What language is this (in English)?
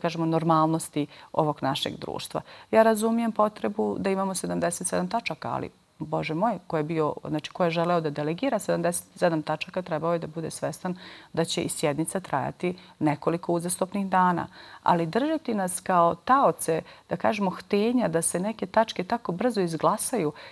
Bosnian